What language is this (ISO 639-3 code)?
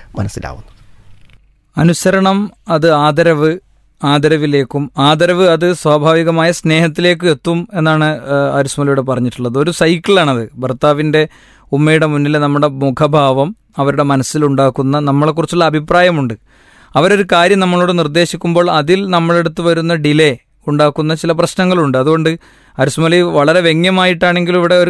mal